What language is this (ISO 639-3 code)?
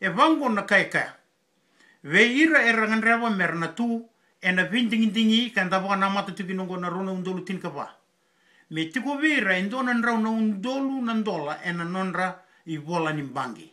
fij